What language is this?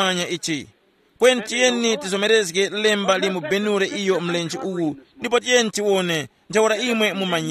Tumbuka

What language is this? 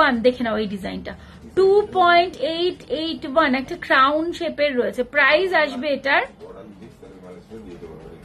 Bangla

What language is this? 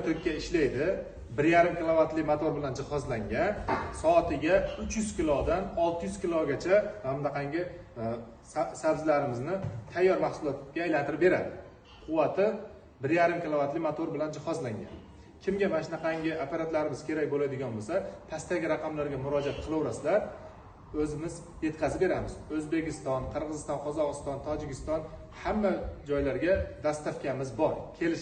Uzbek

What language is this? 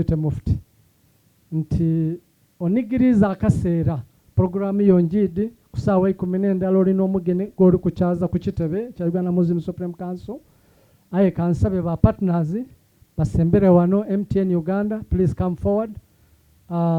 Soga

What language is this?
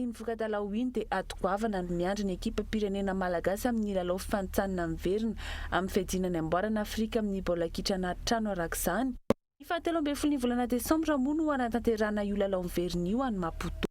Malagasy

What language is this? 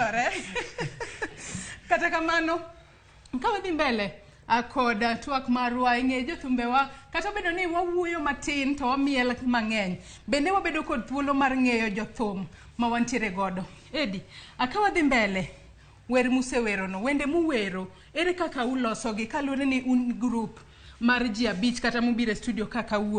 Luo (Kenya and Tanzania)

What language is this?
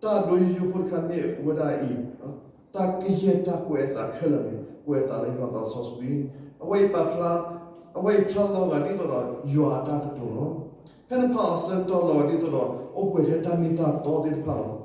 S'gaw Karen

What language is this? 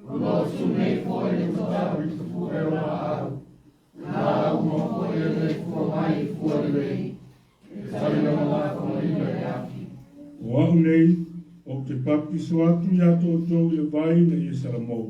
Samoan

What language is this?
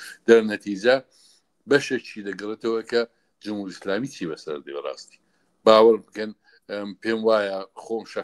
Central Kurdish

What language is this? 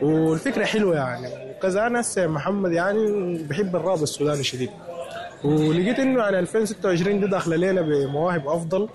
Sudanese Arabic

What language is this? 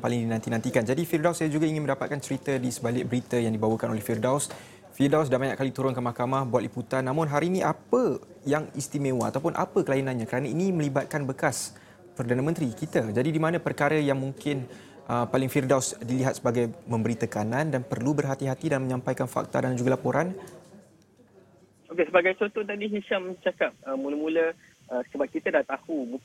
Malay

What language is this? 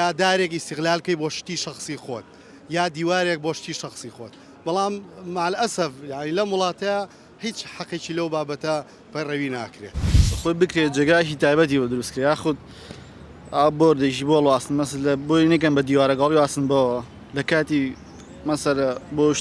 Central Kurdish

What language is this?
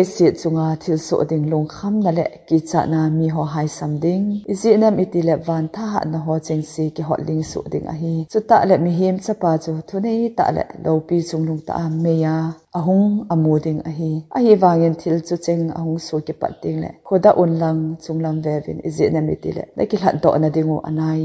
Thado Chin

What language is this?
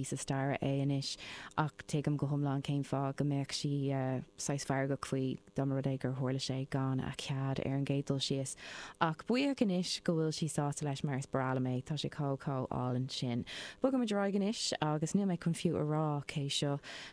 Irish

